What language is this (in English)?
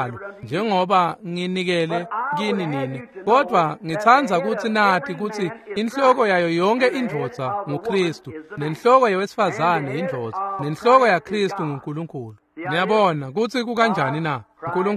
Swati